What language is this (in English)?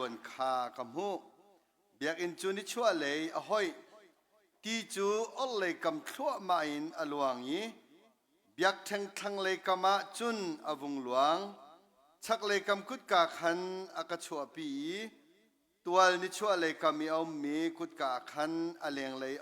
Hakha Chin